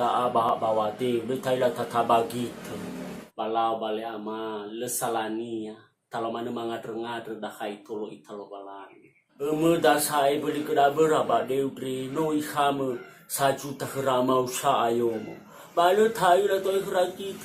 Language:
Nias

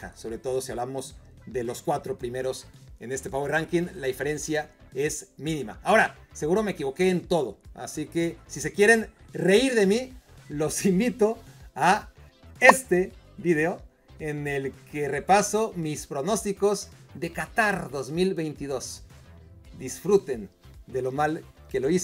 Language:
Spanish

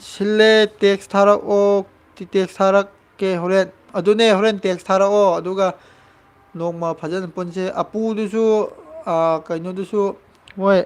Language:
Manipuri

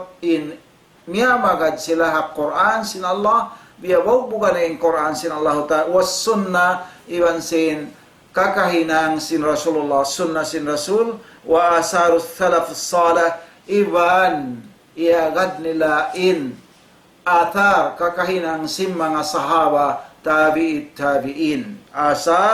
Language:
Tausug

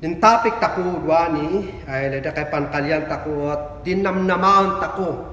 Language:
Kankanaey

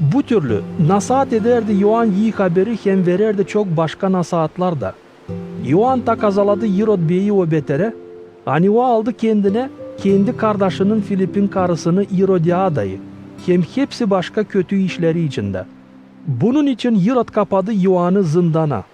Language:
Gagauz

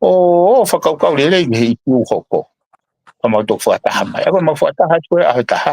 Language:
Tongan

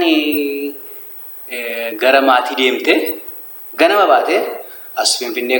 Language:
Oromo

